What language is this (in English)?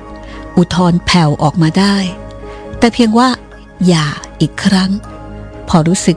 Thai